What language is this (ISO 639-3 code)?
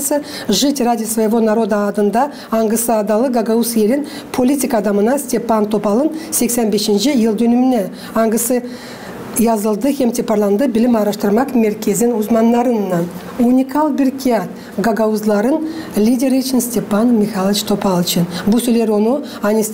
gag